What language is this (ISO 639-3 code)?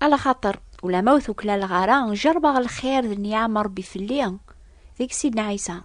kab